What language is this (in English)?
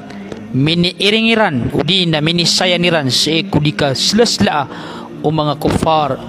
Maranao